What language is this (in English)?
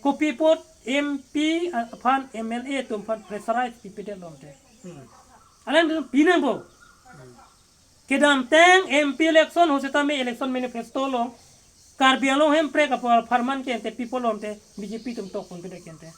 Karbi